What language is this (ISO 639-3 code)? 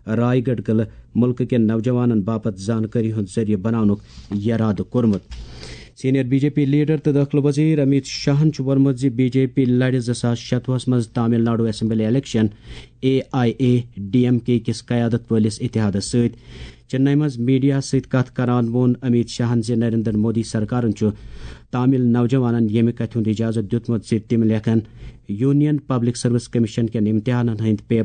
kas